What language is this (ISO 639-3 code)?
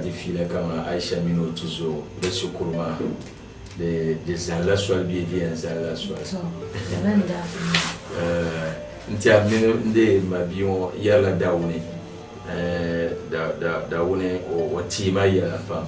dag